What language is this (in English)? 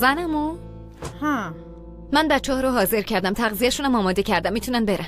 Persian